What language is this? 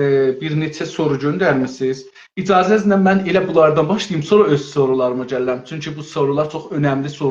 South Azerbaijani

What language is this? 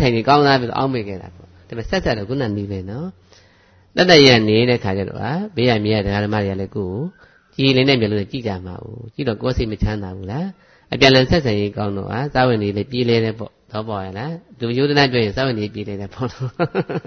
Burmese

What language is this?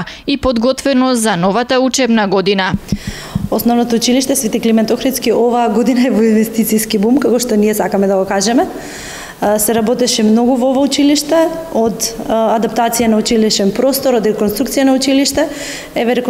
Macedonian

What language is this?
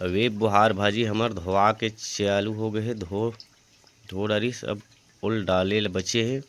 Chhattisgarhi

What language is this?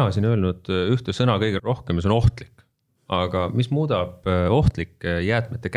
Estonian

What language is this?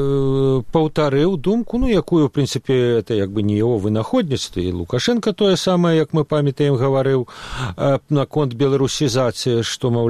Belarusian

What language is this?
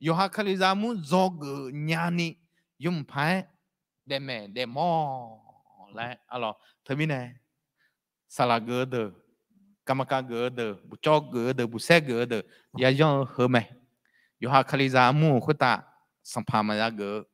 Akha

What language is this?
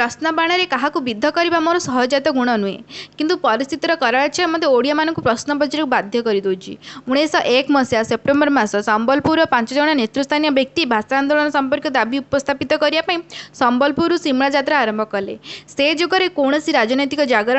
Odia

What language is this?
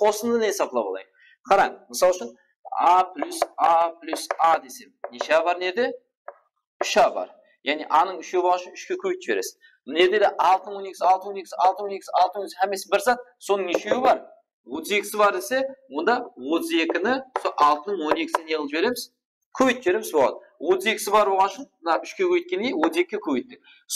Kara-Kalpak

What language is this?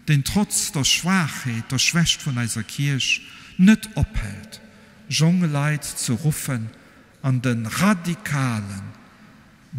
Luxembourgish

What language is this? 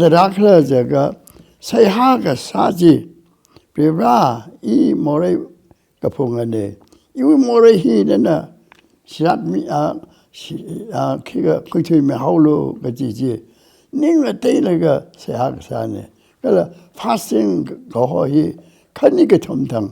Tangkhul Naga (India)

